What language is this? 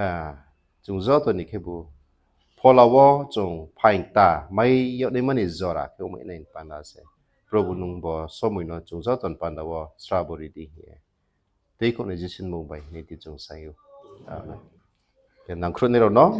Riang (India)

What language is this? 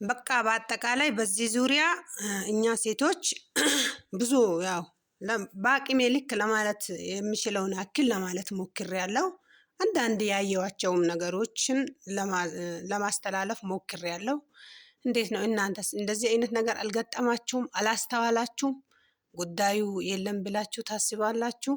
Amharic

